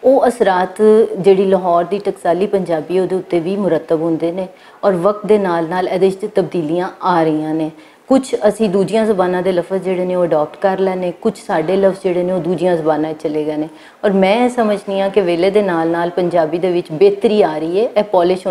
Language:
Western Panjabi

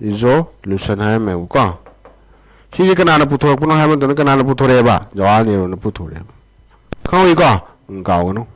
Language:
Manipuri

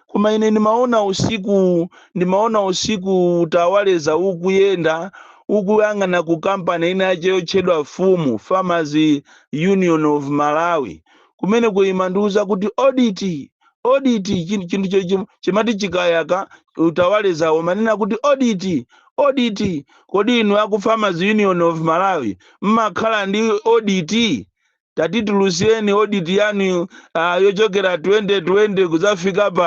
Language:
Nyanja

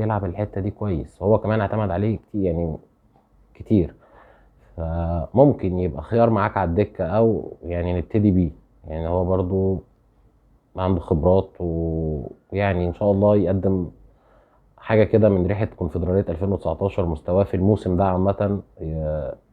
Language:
Egyptian Arabic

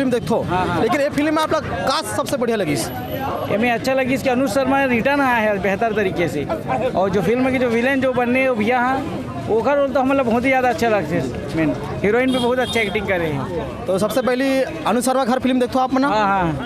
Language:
Chhattisgarhi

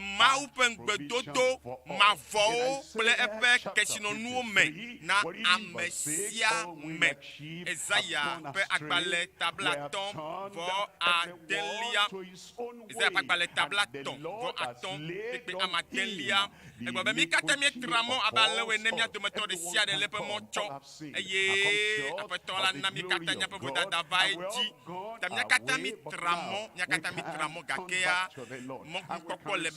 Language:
Ewe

